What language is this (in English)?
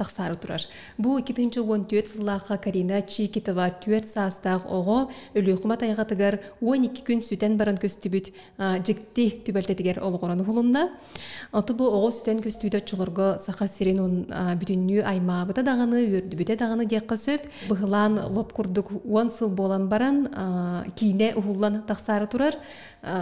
Yakut